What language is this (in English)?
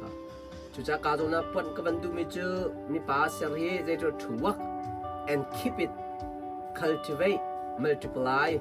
Hakha Chin